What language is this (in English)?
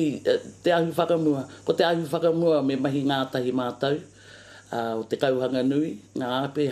Māori